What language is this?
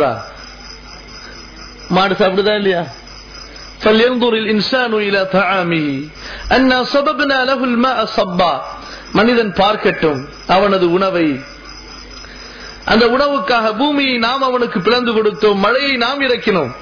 Tamil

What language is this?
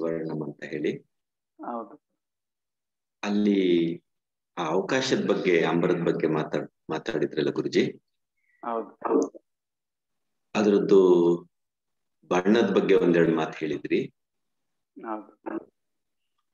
Kannada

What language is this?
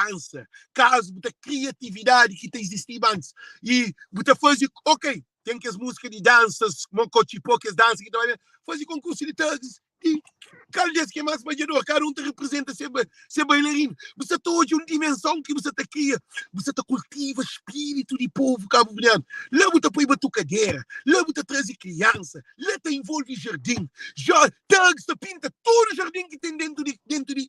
Kabuverdianu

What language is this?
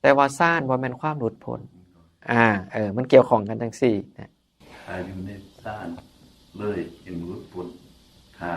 Northeastern Thai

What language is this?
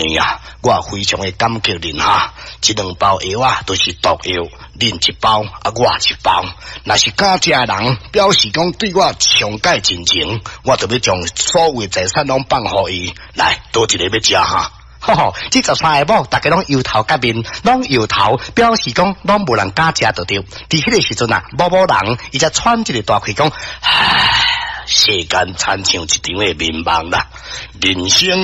Min Nan Chinese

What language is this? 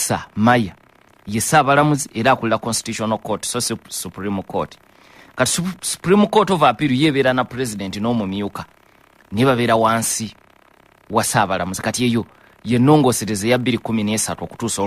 Ganda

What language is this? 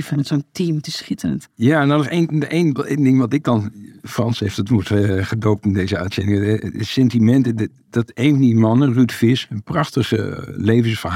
Dutch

